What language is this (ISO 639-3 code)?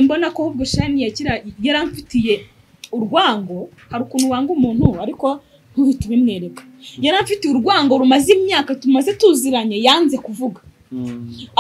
kin